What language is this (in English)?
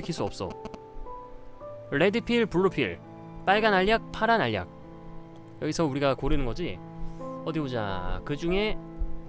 Korean